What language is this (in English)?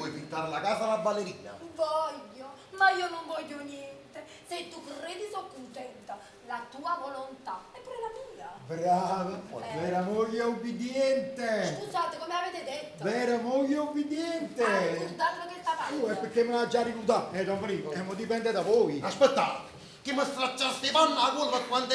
Neapolitan